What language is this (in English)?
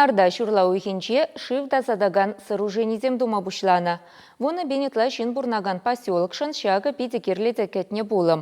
Chuvash